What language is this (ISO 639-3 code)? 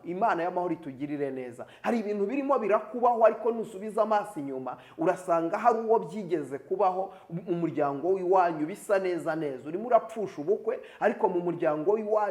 kin